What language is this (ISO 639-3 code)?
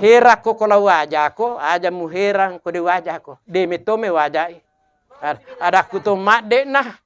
bug